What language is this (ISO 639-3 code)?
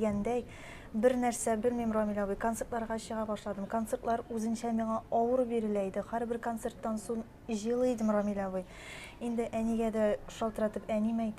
tat